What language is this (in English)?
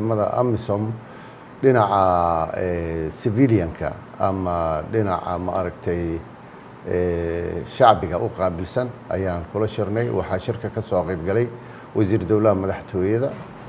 Somali